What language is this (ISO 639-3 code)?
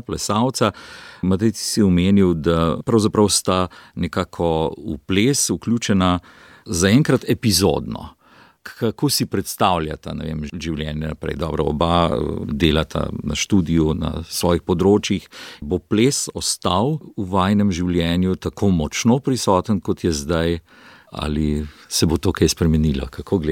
slv